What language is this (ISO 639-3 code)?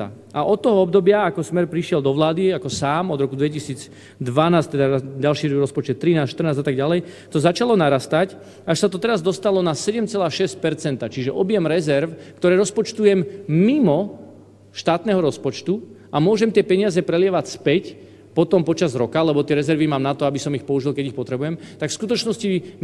slk